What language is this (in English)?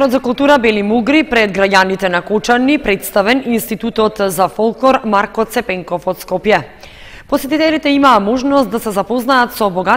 Macedonian